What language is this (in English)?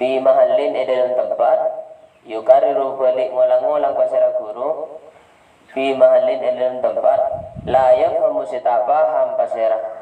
Madurese